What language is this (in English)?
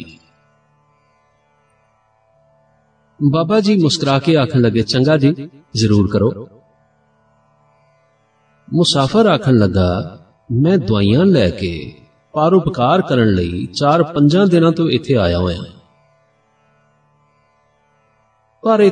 Punjabi